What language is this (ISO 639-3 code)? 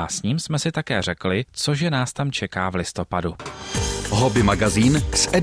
ces